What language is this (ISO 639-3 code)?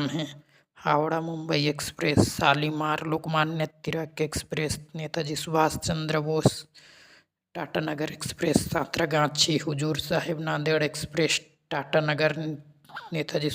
hne